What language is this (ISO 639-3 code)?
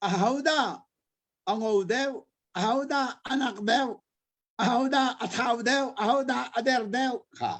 cnh